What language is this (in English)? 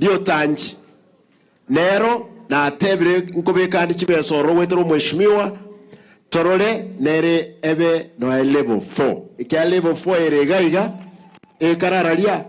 Gusii